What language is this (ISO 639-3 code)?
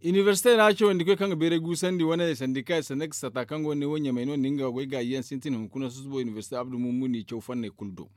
dje